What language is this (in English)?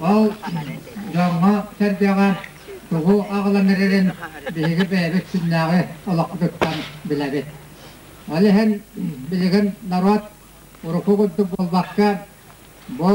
Yakut